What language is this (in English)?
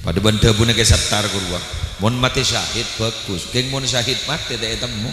Madurese